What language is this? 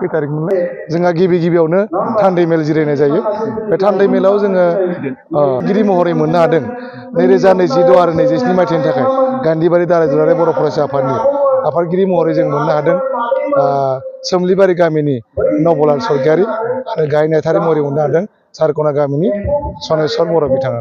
Bodo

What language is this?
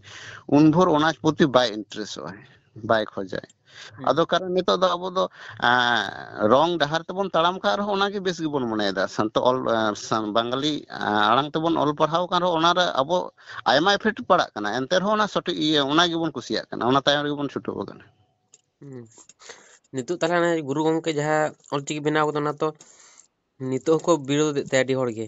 Santali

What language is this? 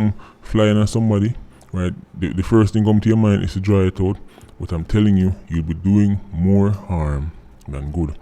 Jamaican Creole English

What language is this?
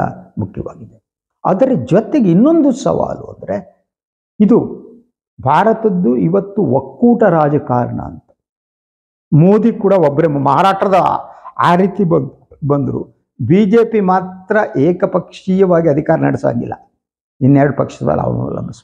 Kannada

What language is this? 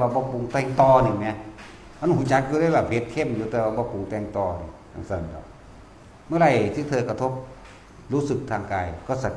Northeastern Thai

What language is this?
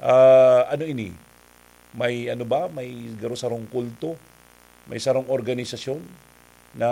Bikol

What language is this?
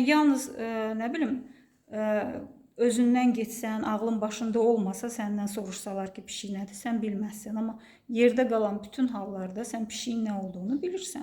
Azerbaijani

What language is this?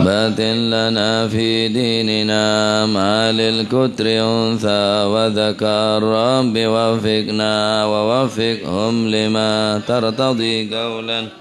Madurese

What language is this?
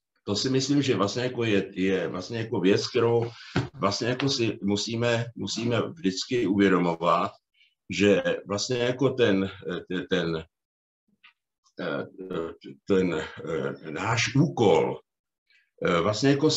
Czech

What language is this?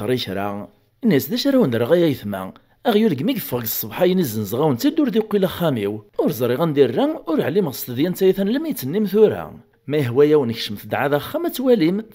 Kabyle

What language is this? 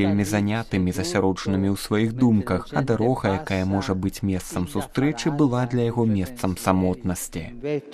Belarusian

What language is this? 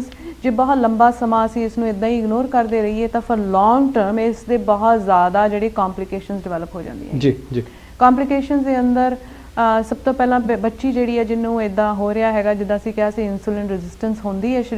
Punjabi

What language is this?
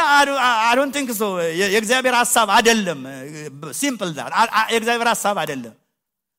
Amharic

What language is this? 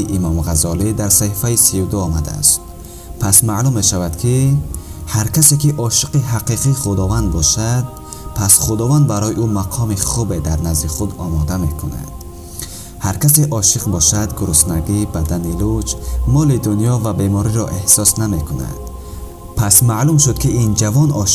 Tajik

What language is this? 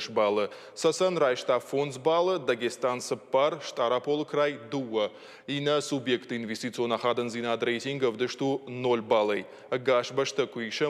Ossetic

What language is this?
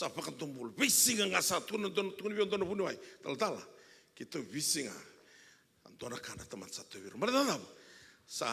Fijian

